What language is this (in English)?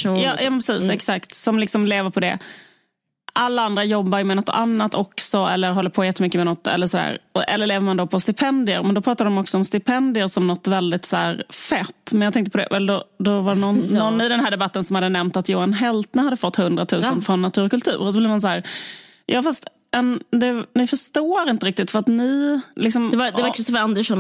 Swedish